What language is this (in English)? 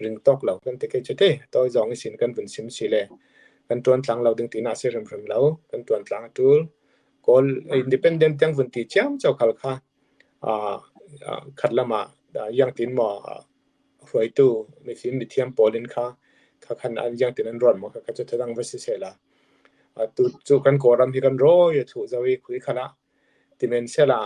Falam Chin